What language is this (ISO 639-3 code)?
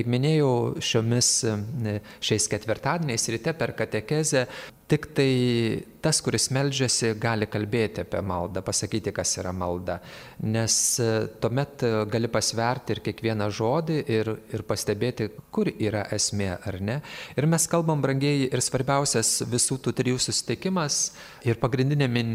lit